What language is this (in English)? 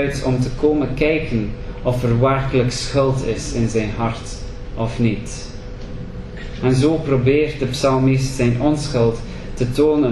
Dutch